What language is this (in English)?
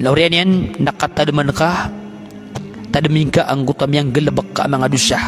Maranao